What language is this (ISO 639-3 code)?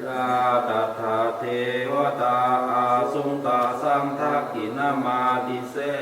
pli